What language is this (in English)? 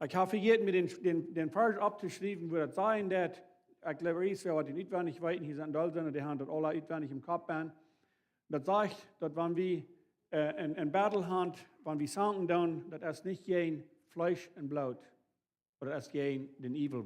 Plautdietsch